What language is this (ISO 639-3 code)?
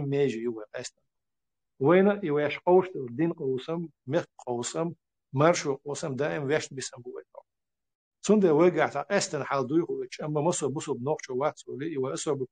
che